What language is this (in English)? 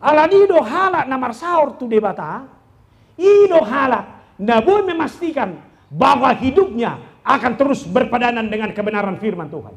Batak Toba